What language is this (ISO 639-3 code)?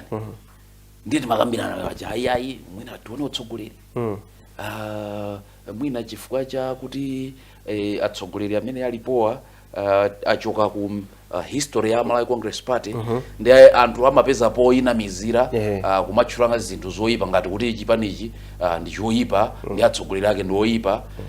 nya